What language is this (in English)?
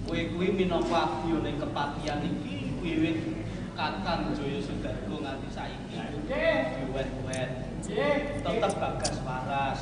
Javanese